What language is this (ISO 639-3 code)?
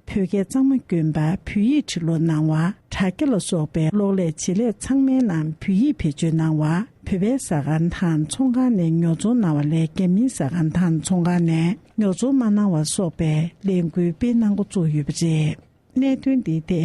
bod